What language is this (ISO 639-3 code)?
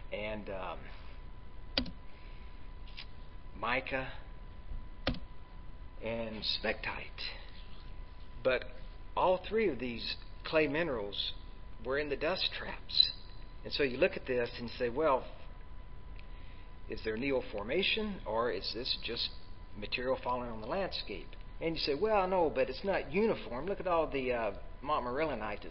eng